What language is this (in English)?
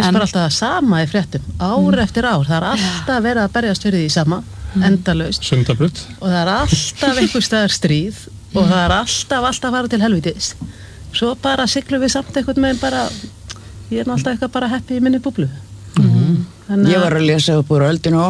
Icelandic